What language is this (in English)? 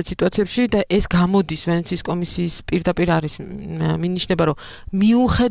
Georgian